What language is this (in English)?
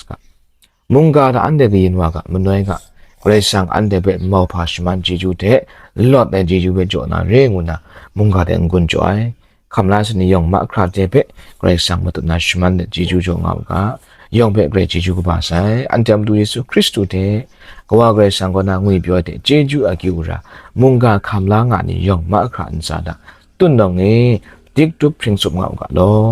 Kachin